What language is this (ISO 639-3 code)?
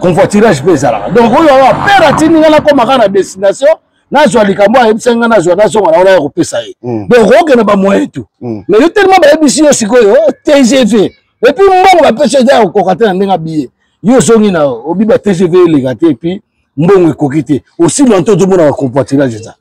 lin